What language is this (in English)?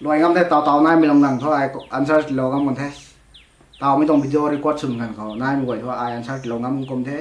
Rongmei Naga